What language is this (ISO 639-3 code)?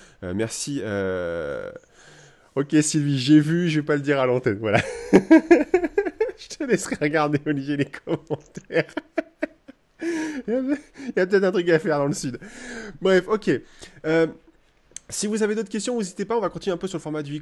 fra